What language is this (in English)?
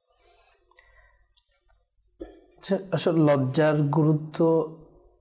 Bangla